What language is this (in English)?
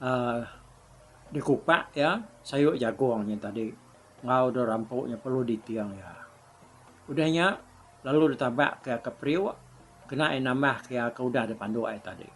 Iban